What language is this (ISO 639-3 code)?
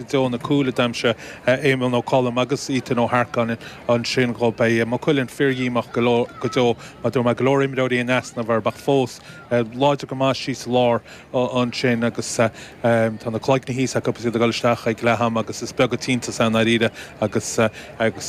gle